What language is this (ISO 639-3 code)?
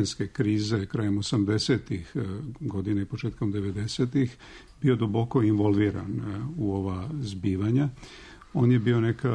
srp